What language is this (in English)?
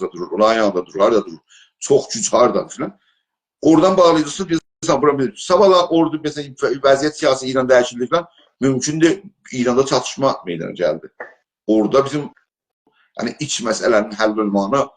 South Azerbaijani